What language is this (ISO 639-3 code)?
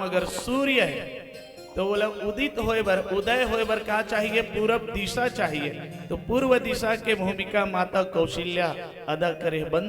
hne